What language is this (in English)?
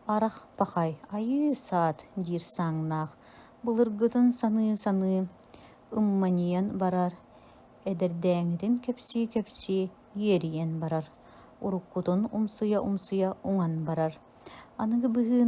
Yakut